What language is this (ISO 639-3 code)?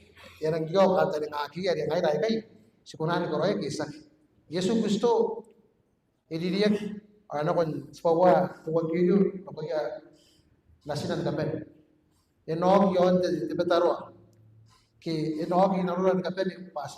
gil